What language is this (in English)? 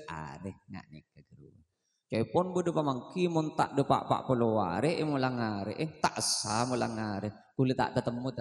Madurese